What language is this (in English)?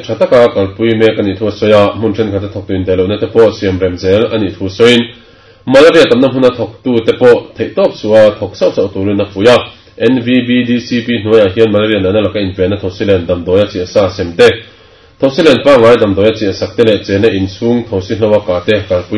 Mizo